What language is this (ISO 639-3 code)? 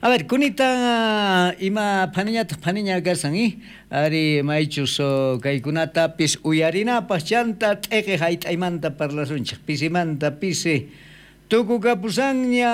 quh